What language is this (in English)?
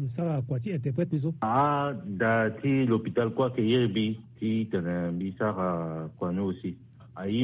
Sango